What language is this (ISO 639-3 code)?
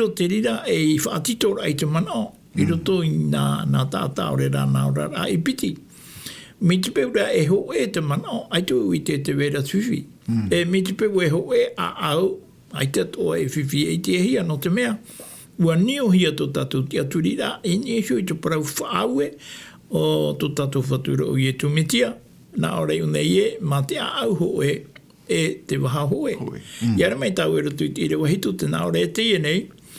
tah